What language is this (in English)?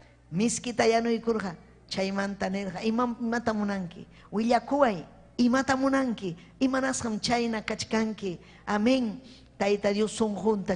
Ayacucho Quechua